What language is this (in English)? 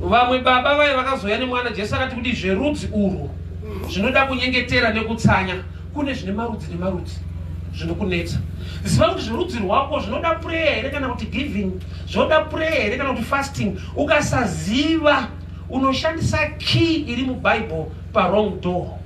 Shona